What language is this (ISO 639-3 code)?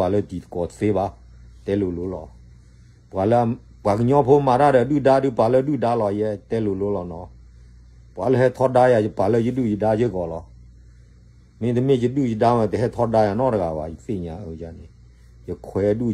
ksw